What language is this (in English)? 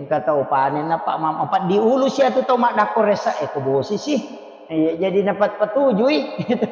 Buginese